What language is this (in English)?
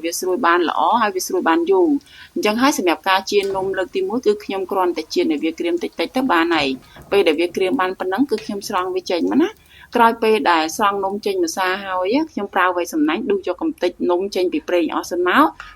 Khmer